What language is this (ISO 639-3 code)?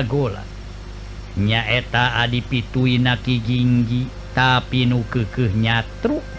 sun